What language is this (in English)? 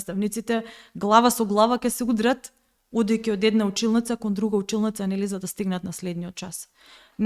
Macedonian